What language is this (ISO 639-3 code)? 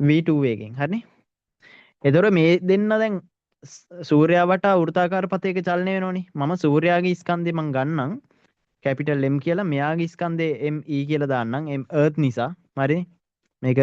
sin